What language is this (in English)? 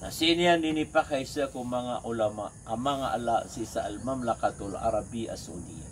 Maranao